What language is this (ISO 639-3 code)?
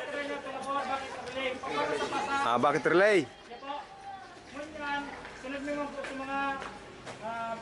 bik